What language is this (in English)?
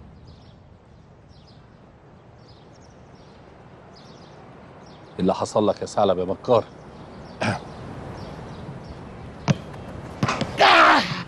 Egyptian Arabic